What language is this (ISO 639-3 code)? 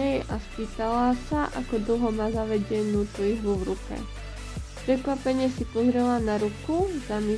slk